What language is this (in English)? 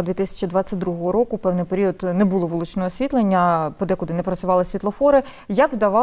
Ukrainian